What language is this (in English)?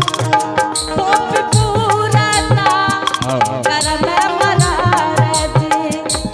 Angika